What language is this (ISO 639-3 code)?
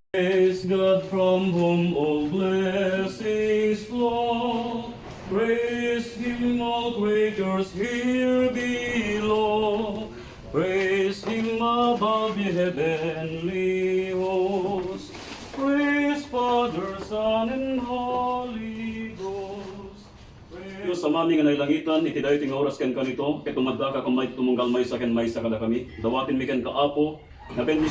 ilo